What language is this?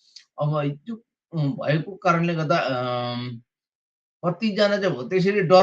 Nepali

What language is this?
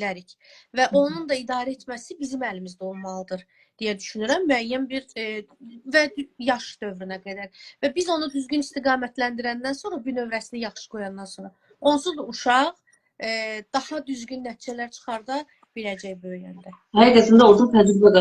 Azerbaijani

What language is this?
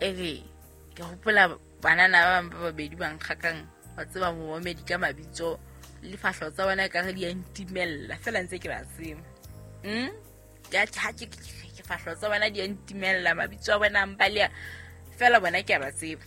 Southern Sotho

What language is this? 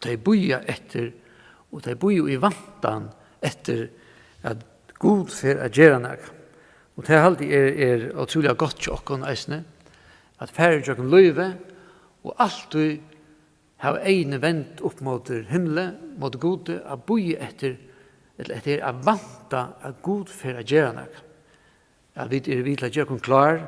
Faroese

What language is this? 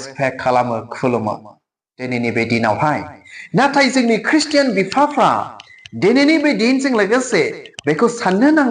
Bodo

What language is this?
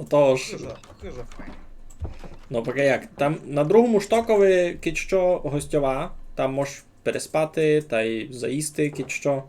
Rusyn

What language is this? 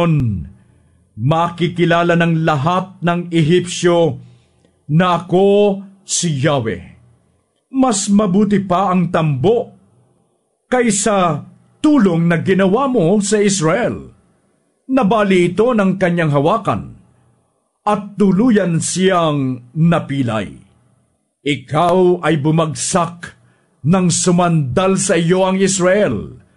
Filipino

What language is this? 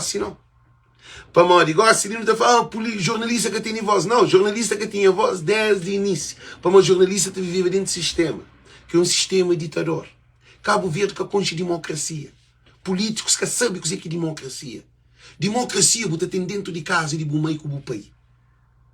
Kabuverdianu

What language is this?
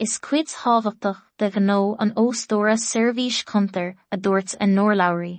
Irish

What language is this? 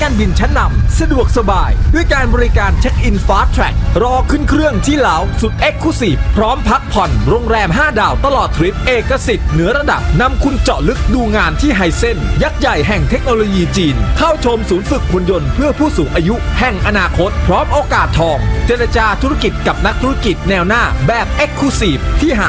Thai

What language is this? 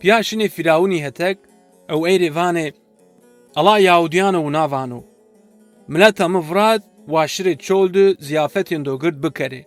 Zaza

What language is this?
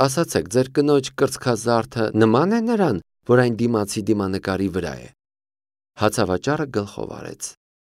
Armenian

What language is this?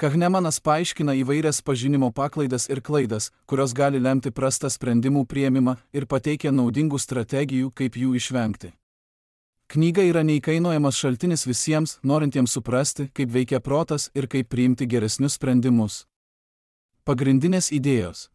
Lithuanian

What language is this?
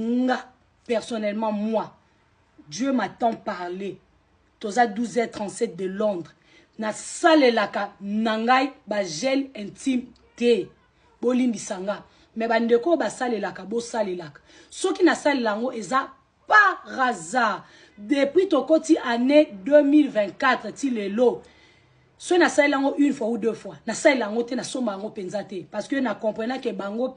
Lingala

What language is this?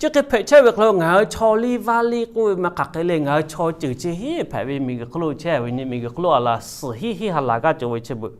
Lahu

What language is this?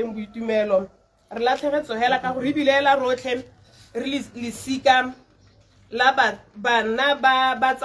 Tswana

